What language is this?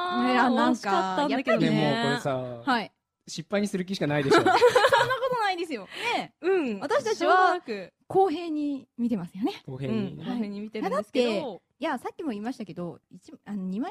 Japanese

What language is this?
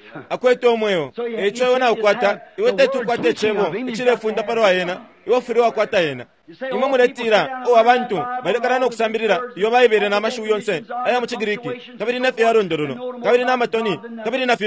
Bemba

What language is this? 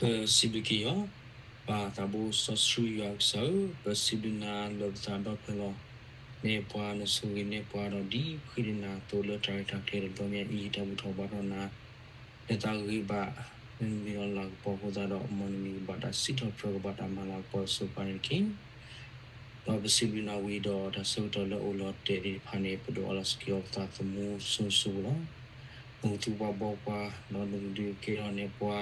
S'gaw Karen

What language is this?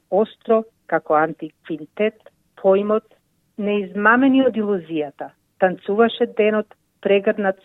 Macedonian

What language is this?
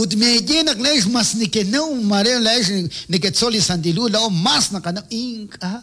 Kekchí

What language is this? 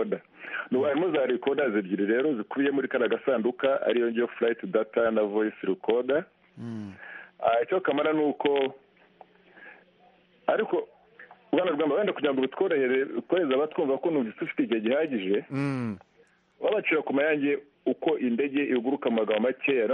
Kinyarwanda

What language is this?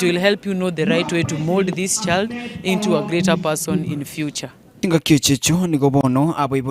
Gusii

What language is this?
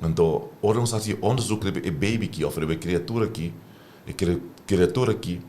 Papiamento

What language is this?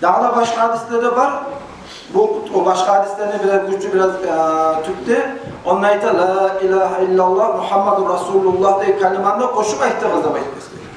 Kumyk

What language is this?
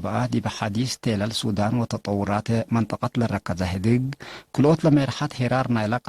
Tigre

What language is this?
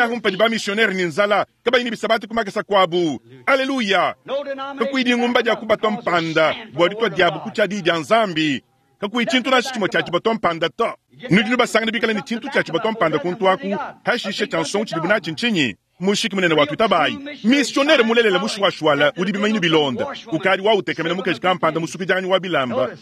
Luba-Lulua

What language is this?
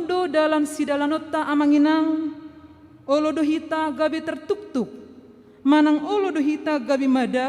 Batak Toba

